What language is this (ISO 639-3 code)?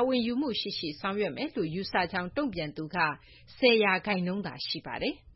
mya